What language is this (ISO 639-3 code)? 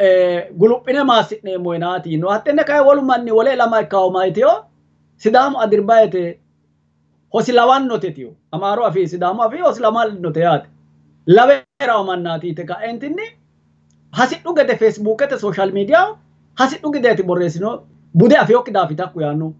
sid